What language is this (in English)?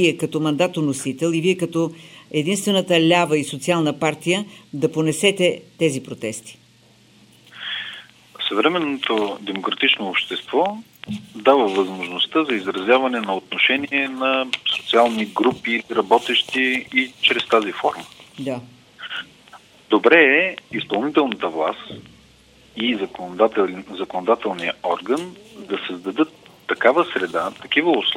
Bulgarian